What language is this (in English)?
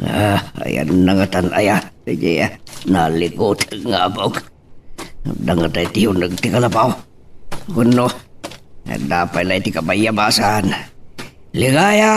Iloko